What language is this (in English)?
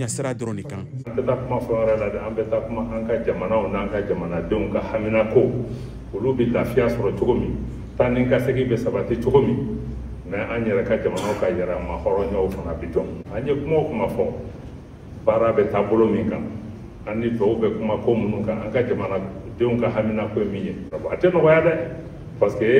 Bambara